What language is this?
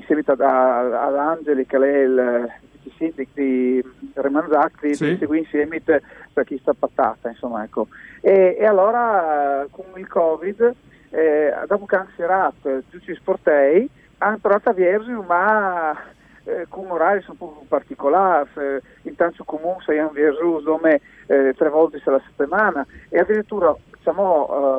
Friulian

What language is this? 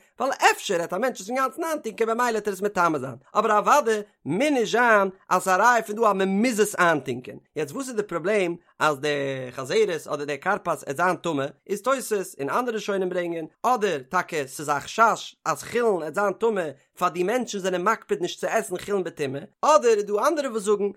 Yiddish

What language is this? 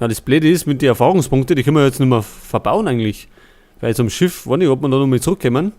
Bavarian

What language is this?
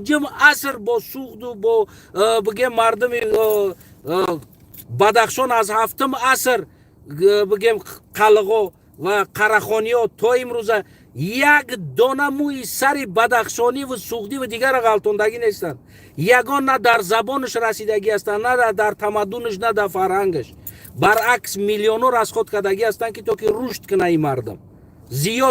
Tajik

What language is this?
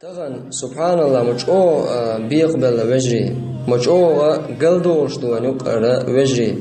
Chechen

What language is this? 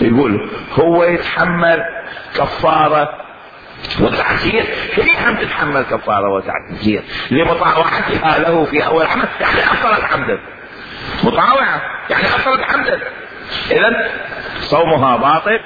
Mesopotamian Arabic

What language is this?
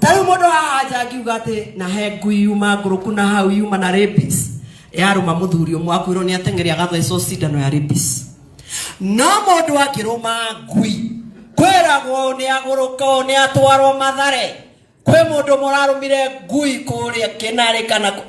Kikuyu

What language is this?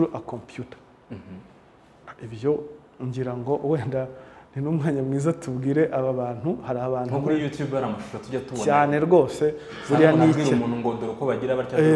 Kinyarwanda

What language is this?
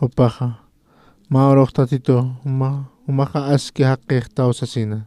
Aymara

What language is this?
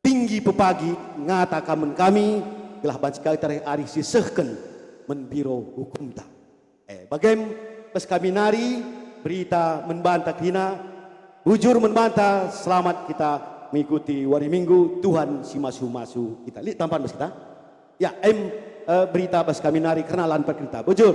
Batak Karo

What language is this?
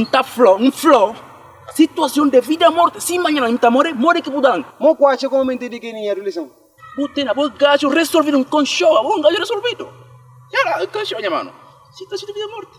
Kabuverdianu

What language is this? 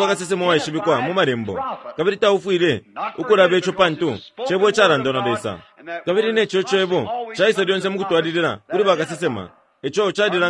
Bemba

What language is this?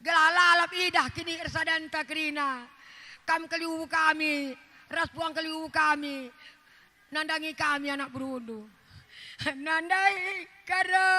Batak Karo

